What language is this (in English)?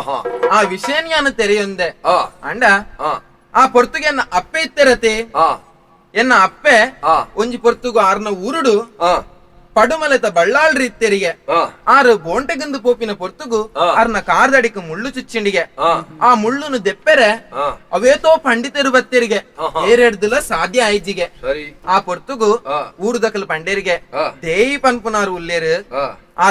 Tulu